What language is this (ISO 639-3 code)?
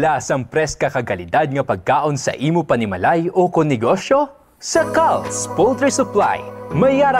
hil